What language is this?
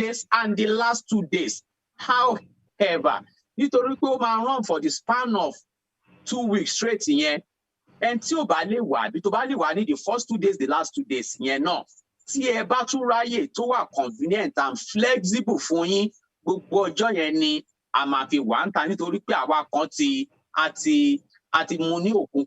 Yoruba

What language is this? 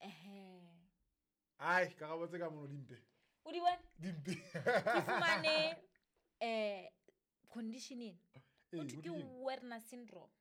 Southern Sotho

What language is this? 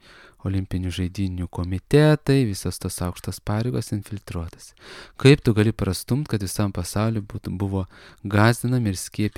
Lithuanian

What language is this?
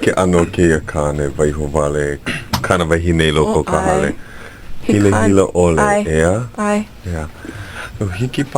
Hawaiian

